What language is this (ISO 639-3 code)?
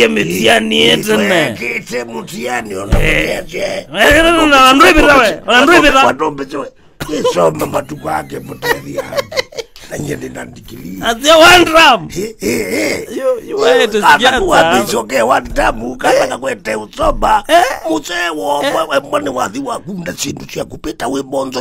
kam